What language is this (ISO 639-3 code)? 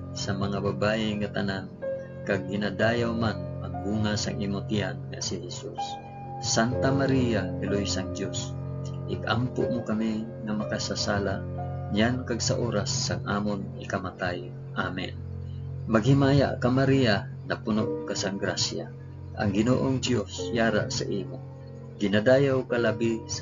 hil